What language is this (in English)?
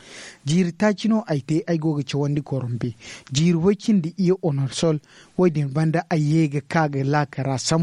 Zarma